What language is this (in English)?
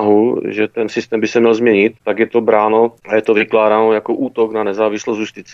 Czech